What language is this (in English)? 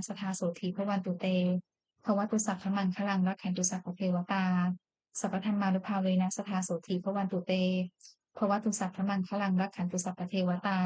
Pali